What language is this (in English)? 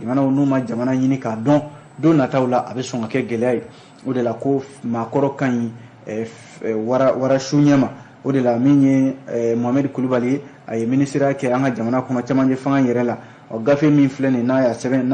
Bambara